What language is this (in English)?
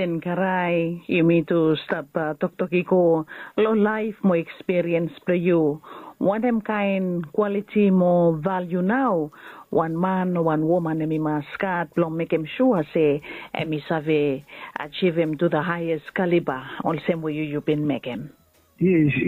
Bislama